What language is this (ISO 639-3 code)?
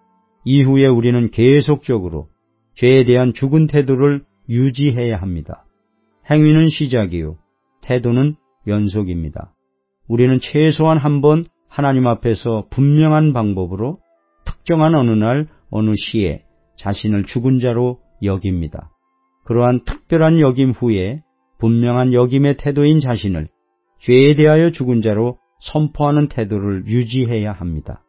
kor